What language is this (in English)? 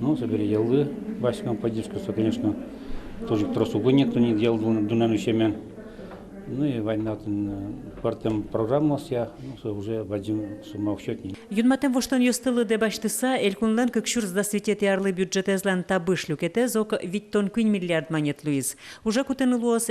Udmurt